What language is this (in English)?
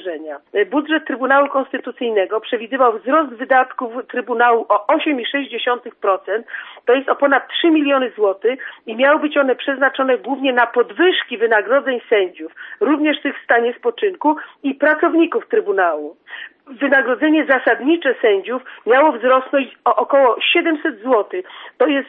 Polish